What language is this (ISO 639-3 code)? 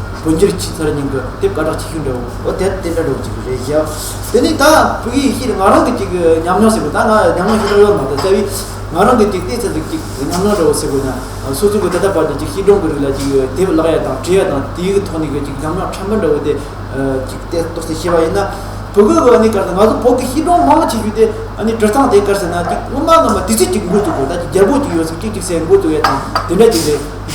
bod